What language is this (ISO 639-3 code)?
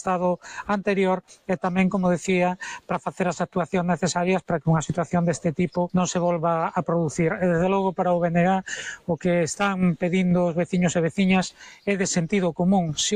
glg